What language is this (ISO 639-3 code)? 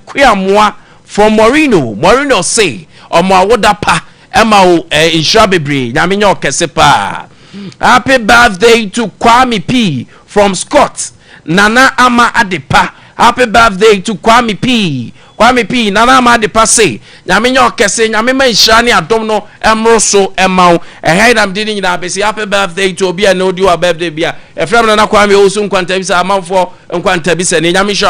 aka